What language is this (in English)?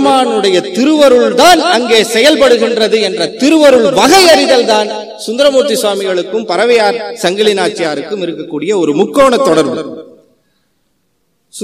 Tamil